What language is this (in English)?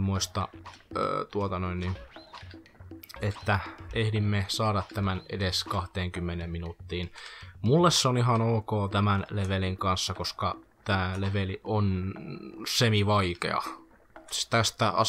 Finnish